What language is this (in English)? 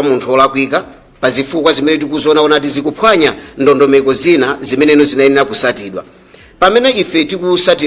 Nyanja